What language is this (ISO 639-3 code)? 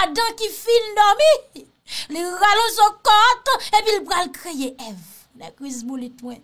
hat